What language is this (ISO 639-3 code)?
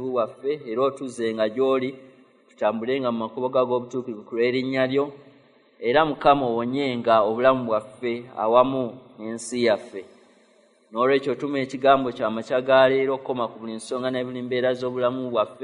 lug